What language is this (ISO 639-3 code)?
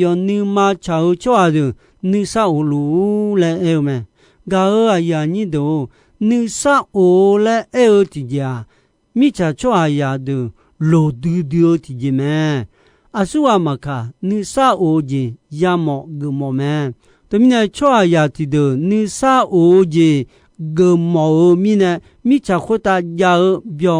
ahk